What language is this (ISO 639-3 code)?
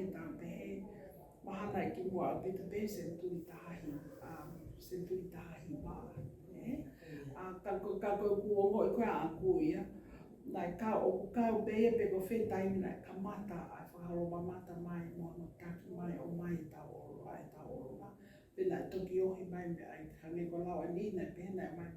ton